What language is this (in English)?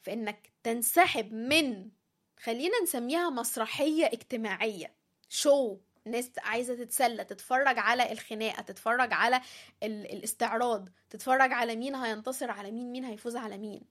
Egyptian Arabic